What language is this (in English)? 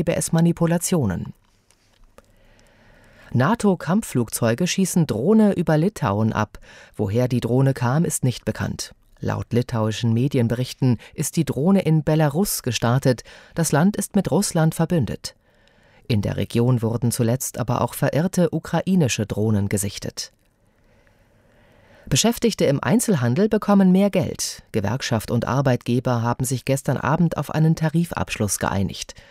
German